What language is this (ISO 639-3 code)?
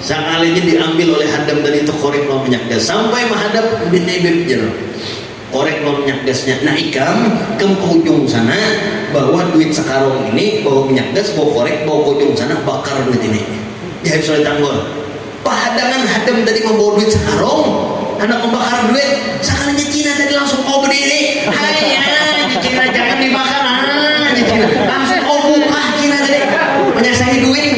bjn